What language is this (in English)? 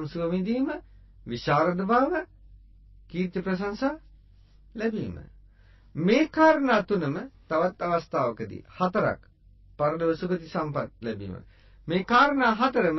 Sinhala